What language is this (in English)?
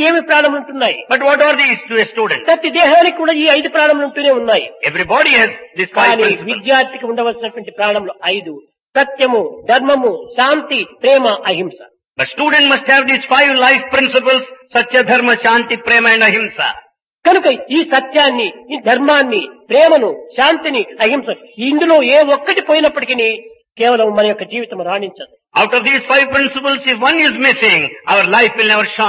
Telugu